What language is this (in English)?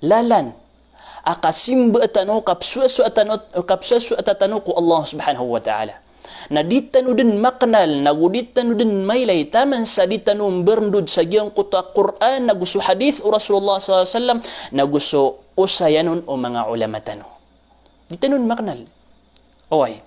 Maranao